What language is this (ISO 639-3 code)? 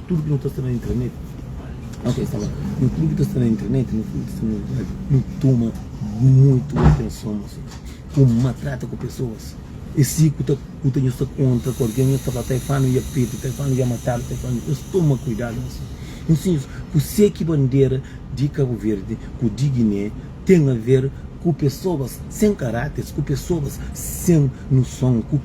kea